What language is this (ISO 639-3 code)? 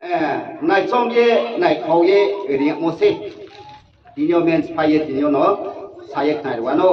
ria